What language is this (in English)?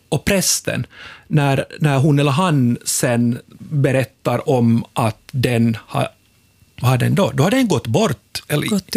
Swedish